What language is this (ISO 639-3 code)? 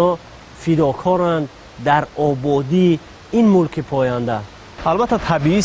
tgk